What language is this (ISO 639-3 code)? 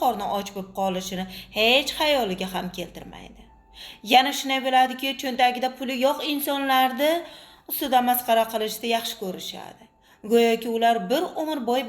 uzb